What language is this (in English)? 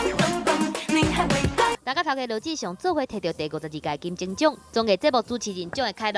Min Nan Chinese